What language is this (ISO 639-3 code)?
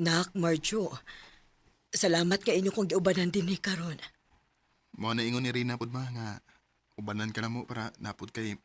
ceb